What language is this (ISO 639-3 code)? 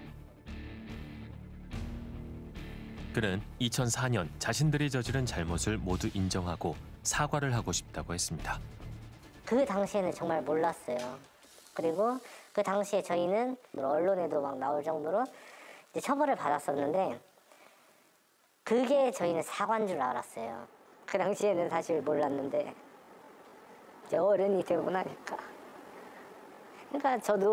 kor